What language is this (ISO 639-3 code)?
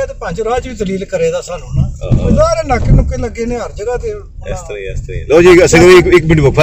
pan